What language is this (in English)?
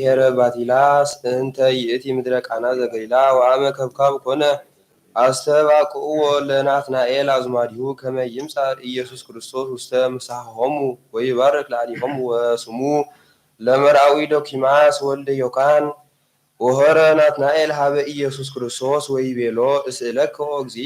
Geez